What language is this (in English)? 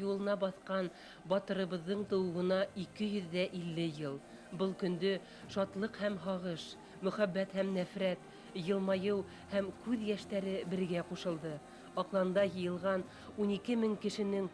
Bashkir